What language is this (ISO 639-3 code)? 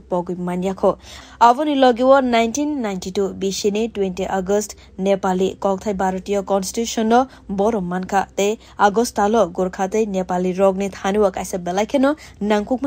trp